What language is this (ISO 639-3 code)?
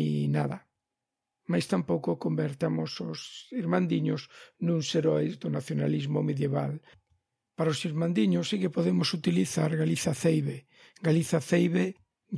glg